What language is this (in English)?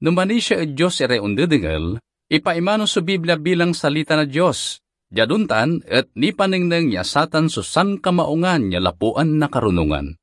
Pangasinan